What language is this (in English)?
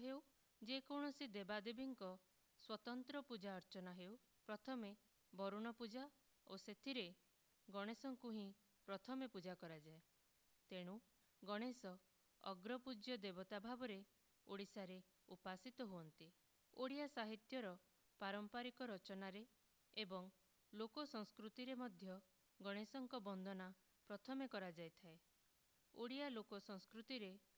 Odia